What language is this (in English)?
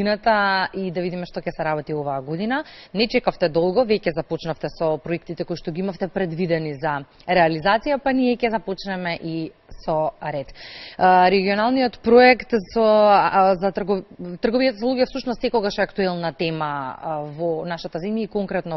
Macedonian